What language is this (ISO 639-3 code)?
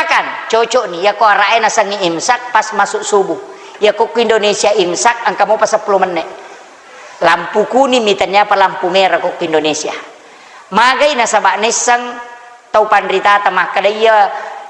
bug